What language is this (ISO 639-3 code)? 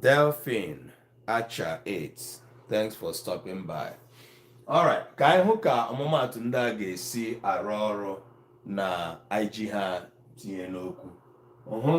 ibo